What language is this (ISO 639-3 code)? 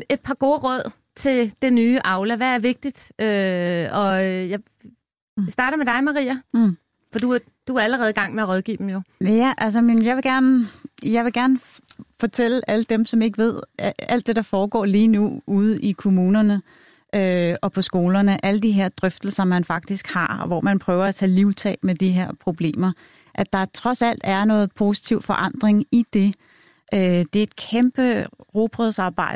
dan